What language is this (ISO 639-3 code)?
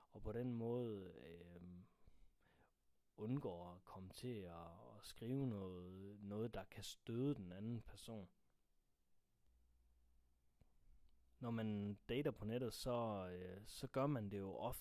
dan